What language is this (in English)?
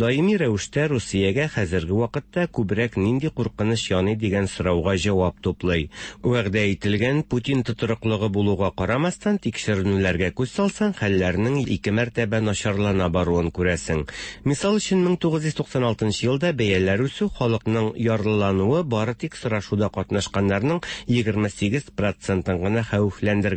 Tatar